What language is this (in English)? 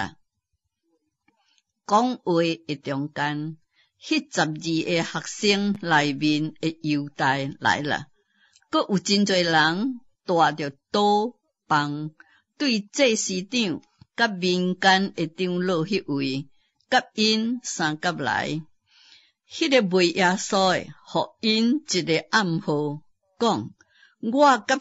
Min Nan Chinese